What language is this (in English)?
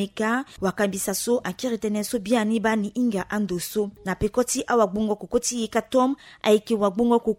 Sango